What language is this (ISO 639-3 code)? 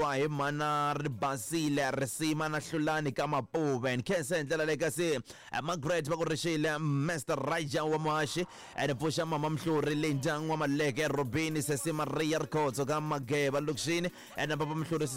tso